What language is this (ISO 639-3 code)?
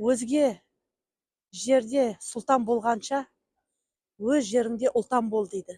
kaz